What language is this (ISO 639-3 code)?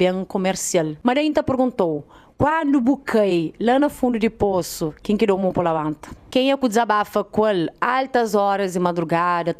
kea